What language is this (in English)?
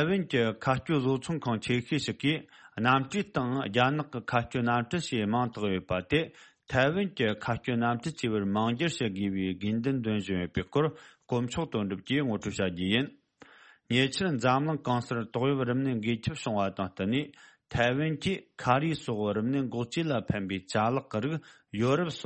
Tibetan